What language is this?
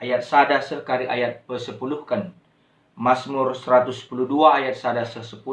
Batak Karo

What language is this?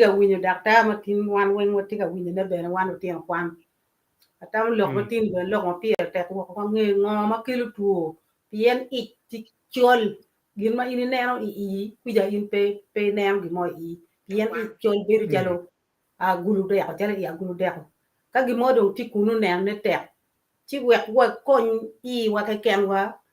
Acoli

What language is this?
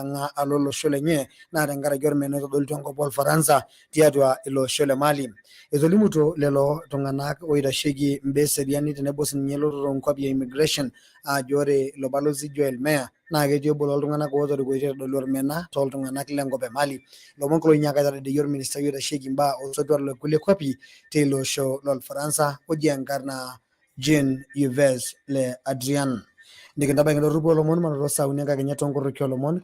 Masai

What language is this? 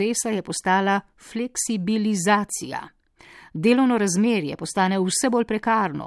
Slovenian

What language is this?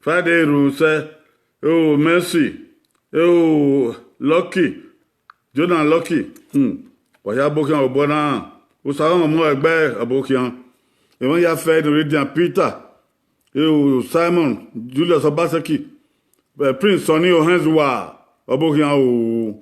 Bini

